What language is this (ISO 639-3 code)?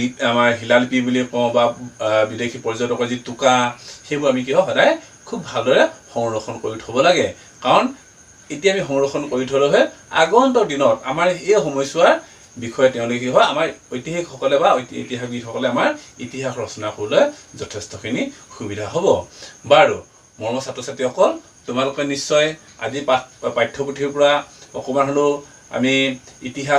asm